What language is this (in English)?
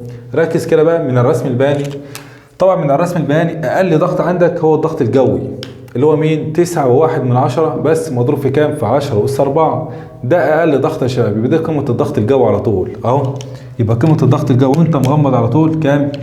Egyptian Arabic